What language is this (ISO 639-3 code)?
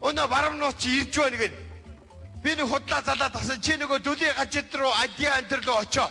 mon